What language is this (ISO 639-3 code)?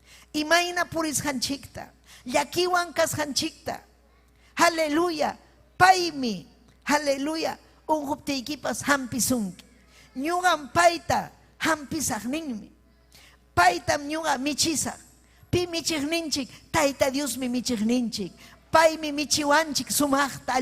quy